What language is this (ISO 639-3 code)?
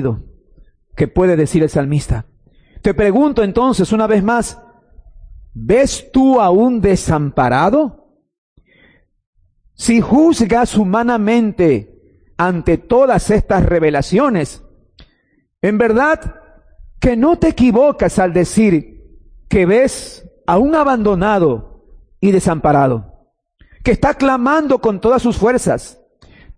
spa